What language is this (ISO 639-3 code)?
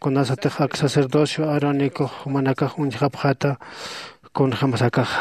aym